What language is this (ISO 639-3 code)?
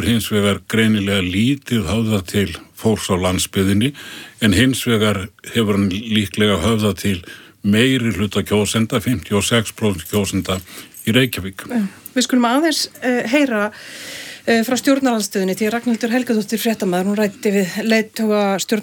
isl